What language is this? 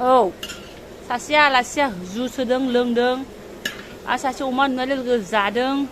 Bodo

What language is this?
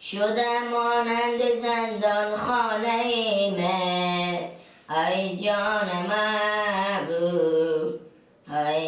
Persian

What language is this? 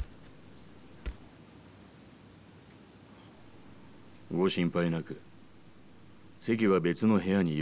Japanese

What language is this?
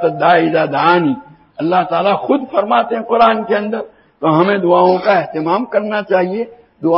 Urdu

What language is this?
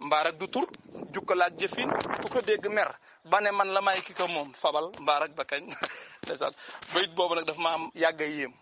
Wolof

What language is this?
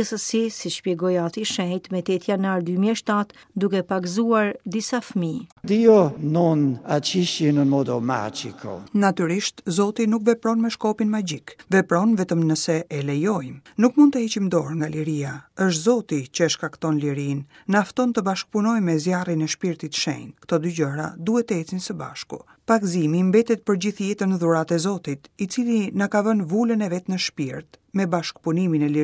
Albanian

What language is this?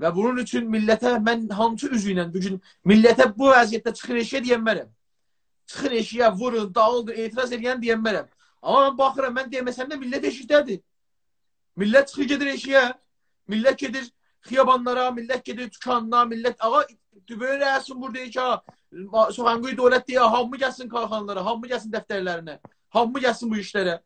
South Azerbaijani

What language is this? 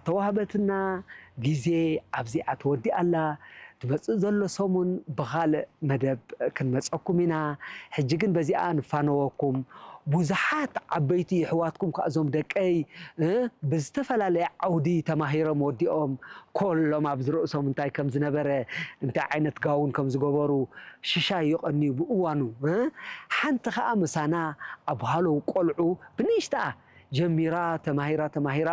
Tigrinya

